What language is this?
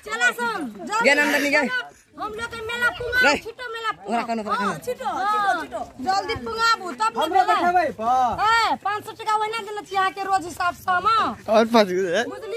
Maithili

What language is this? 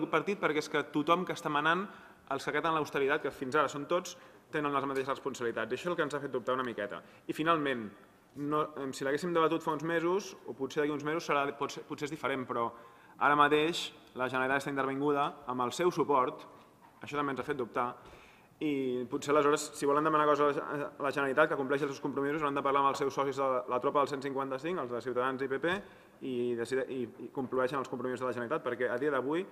Catalan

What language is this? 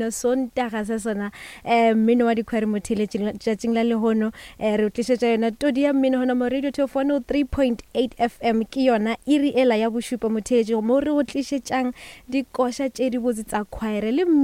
Northern Sotho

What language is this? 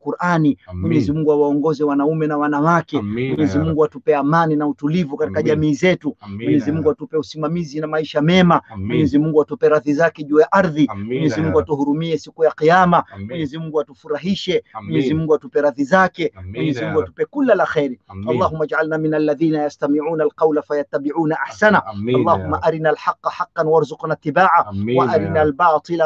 Swahili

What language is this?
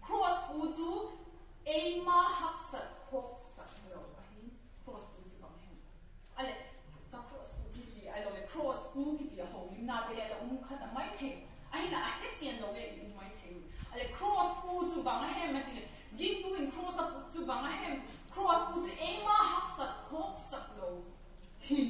Vaiphei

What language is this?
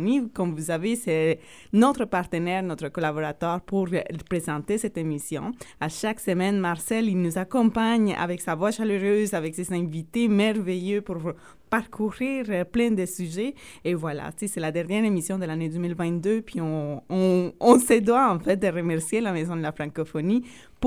French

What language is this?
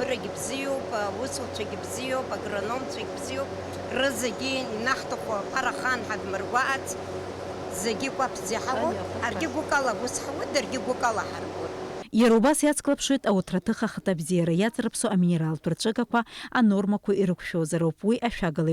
Abkhazian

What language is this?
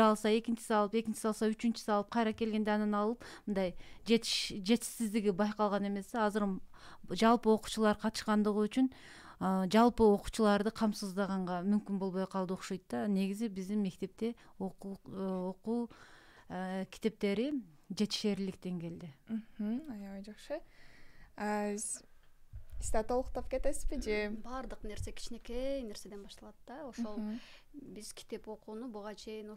Kyrgyz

